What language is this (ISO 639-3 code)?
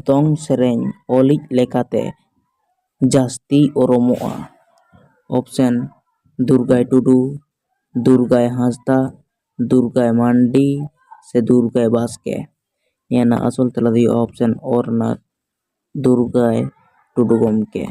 sat